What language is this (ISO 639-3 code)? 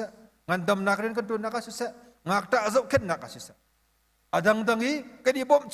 cnh